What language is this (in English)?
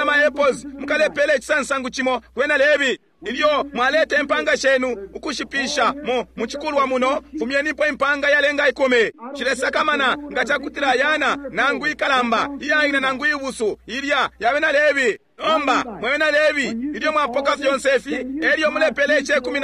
Bemba